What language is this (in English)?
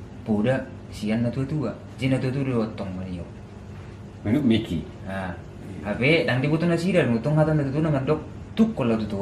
Batak Toba